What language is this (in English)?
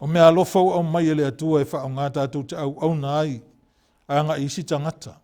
Samoan